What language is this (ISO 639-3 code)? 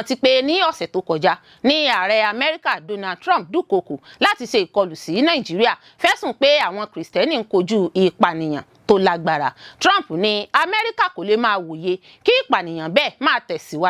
yor